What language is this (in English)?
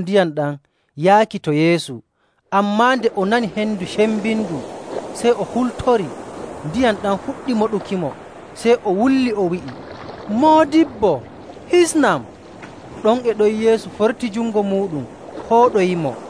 Nigerian Fulfulde